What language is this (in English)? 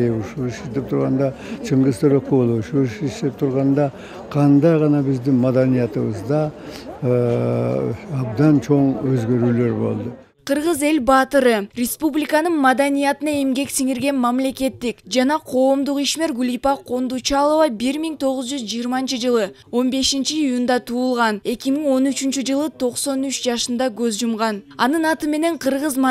Kyrgyz